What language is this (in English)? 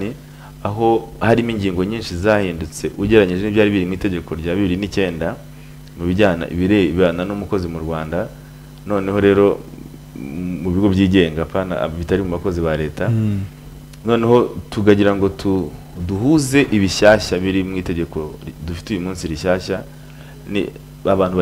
Kinyarwanda